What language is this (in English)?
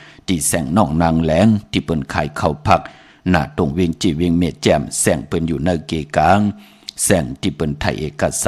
Shan